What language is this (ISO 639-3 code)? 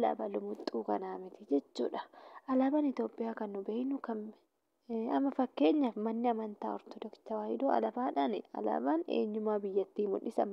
orm